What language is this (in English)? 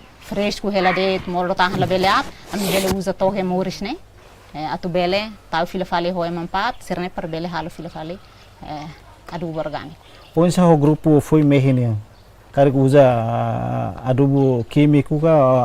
Tetum